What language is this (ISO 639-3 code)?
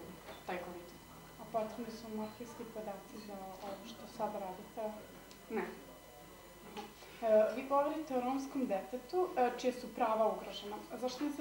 srp